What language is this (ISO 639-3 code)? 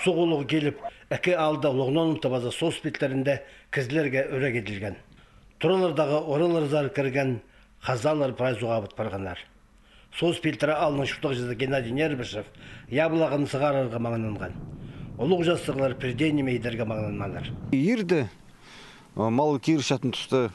kjh